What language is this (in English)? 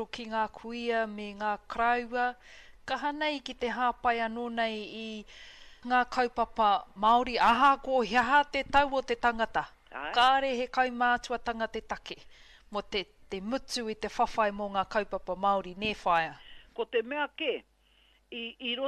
Māori